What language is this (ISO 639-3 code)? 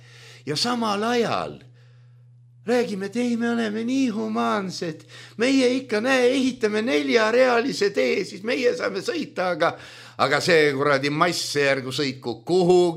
est